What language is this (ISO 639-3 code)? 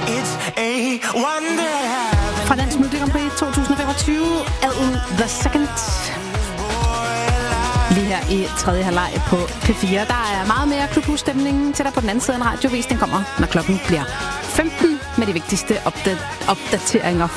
dan